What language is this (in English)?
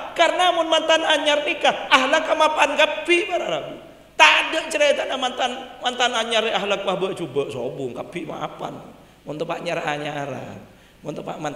Madurese